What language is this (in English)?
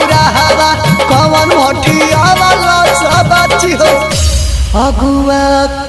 Bhojpuri